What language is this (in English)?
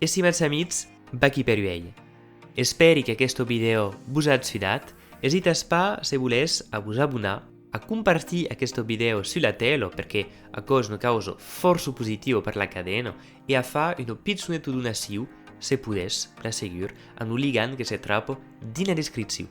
Occitan